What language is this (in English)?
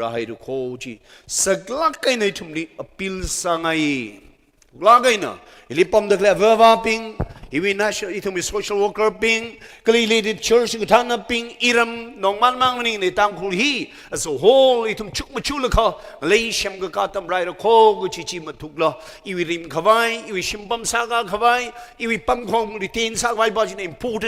Tangkhul Naga (India)